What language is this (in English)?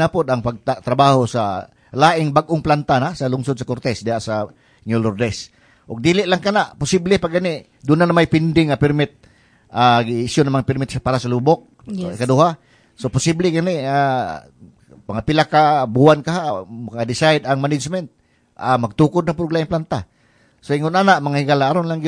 Cebuano